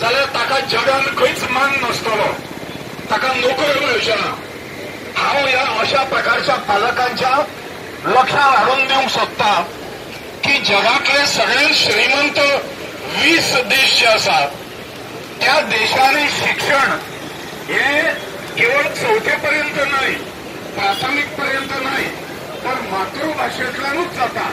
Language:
Konkani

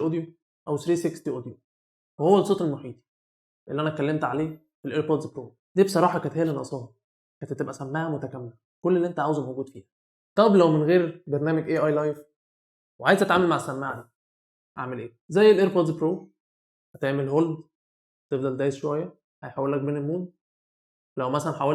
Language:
Egyptian Arabic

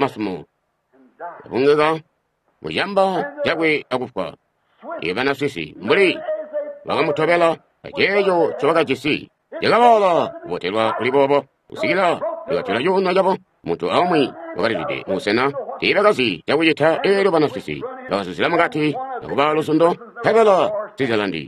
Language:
Tonga (Zambia)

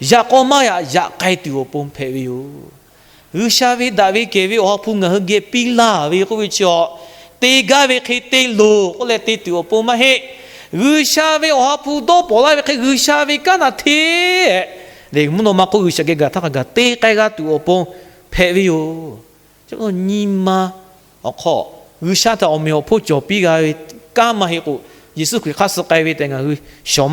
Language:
Lahu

